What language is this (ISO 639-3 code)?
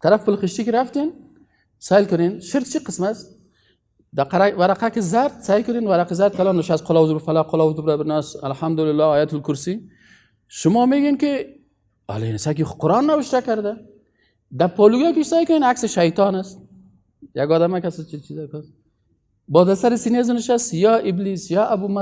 fas